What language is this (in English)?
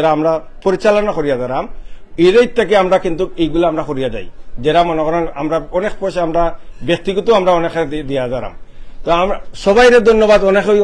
Sylheti